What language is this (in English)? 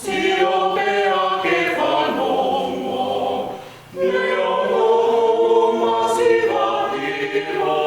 Tongan